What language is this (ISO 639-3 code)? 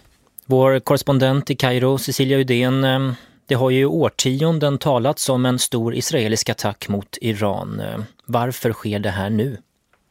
swe